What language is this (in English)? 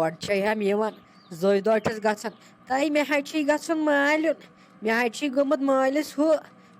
Kashmiri